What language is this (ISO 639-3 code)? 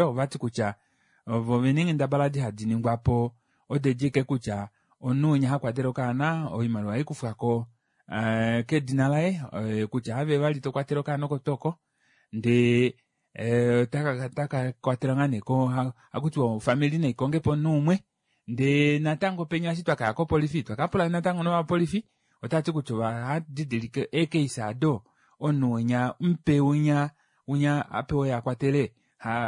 kua